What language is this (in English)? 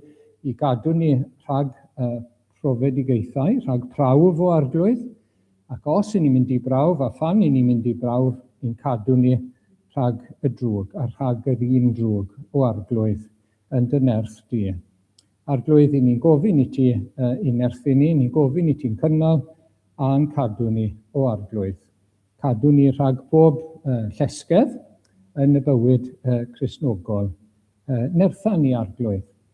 Welsh